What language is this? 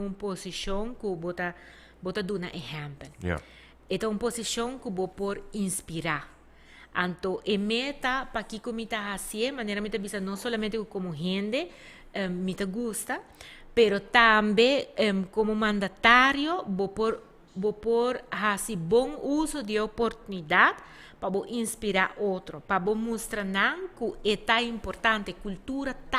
Papiamento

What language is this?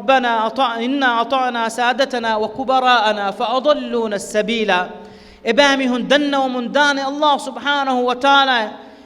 Divehi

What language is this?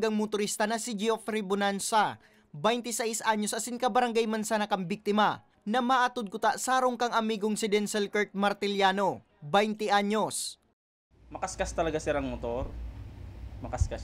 Bikol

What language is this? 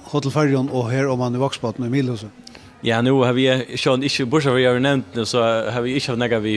Faroese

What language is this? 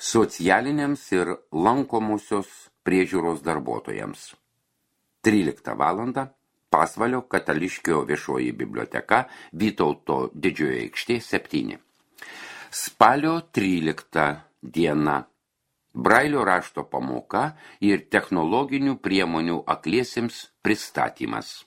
Lithuanian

